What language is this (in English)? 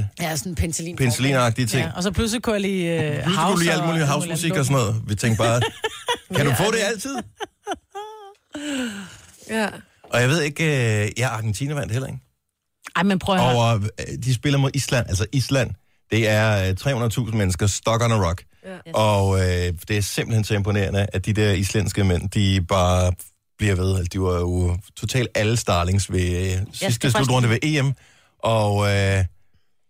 Danish